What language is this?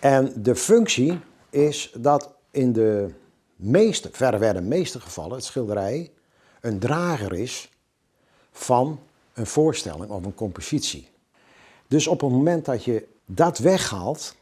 Western Frisian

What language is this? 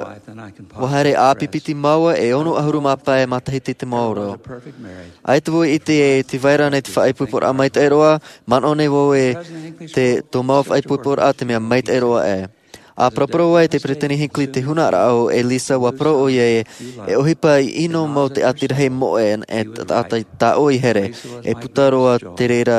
Tahitian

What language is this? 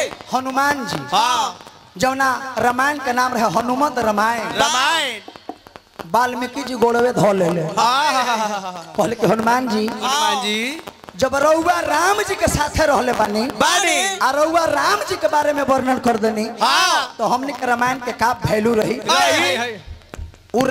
Bhojpuri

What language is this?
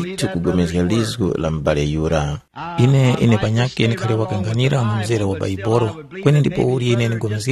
Tumbuka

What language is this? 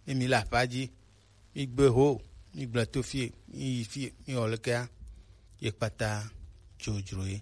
Gen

